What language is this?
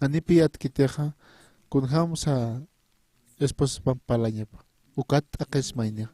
Aymara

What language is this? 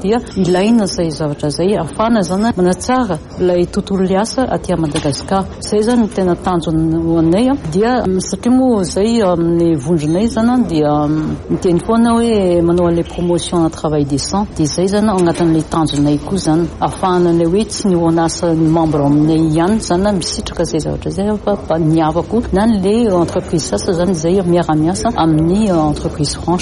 Malagasy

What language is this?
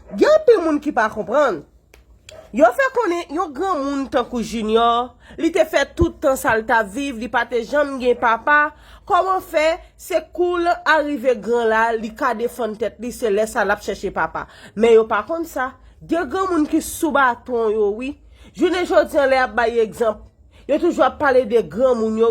Haitian Creole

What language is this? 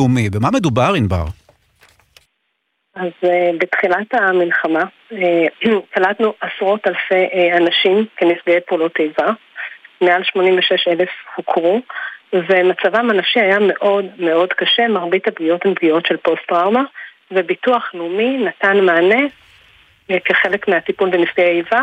Hebrew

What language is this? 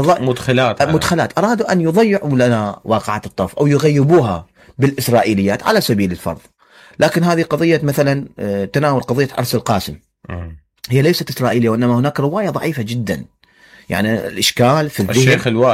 Mesopotamian Arabic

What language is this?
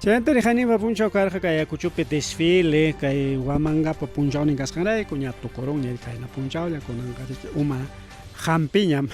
Ayacucho Quechua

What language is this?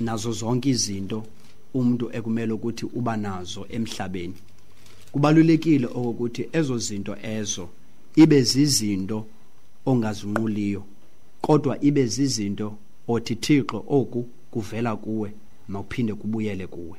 Xhosa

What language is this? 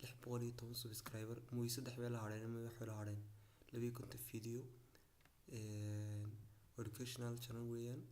Somali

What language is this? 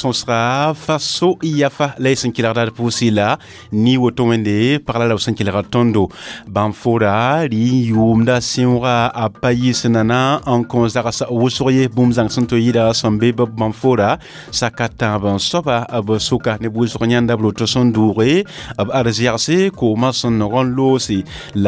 Mossi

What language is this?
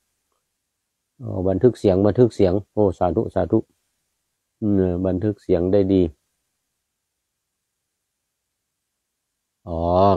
Thai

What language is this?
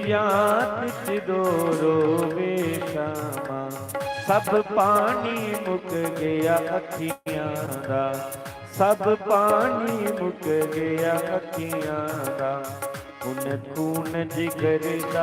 Dogri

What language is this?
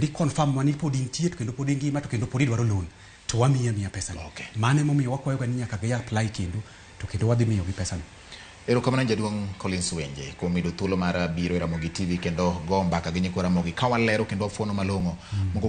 Luo (Kenya and Tanzania)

